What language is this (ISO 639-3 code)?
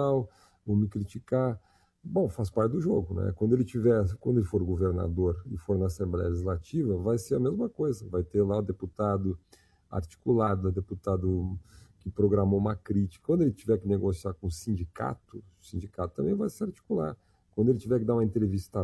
por